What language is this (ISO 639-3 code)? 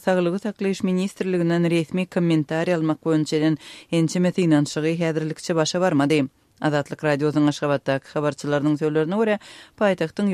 tuk